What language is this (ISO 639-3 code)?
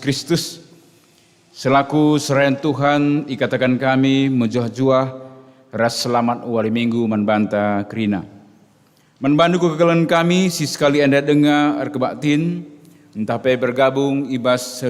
btx